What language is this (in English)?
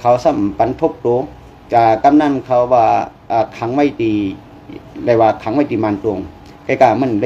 Shan